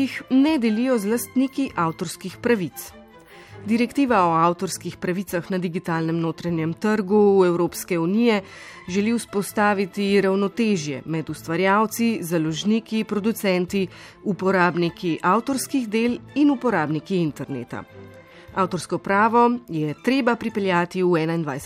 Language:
Slovenian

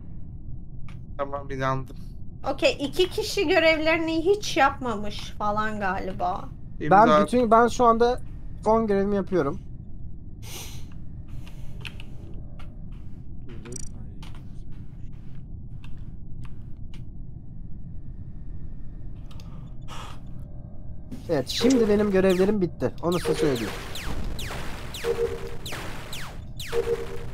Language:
Turkish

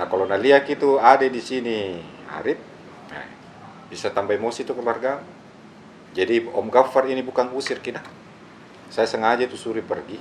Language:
Makassar Malay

